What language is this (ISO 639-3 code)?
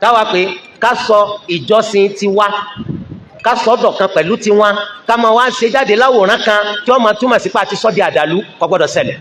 yor